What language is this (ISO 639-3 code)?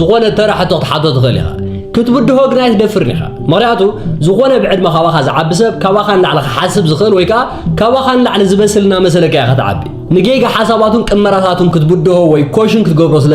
tir